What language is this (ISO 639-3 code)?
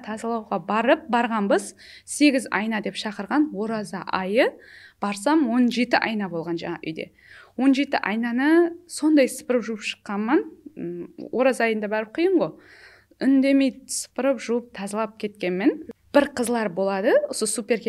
kaa